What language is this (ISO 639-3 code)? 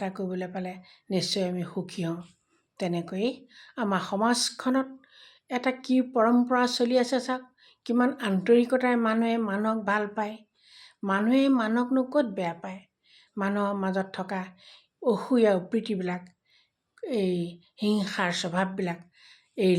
asm